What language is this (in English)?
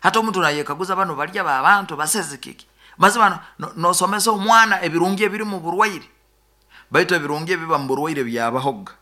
Nyoro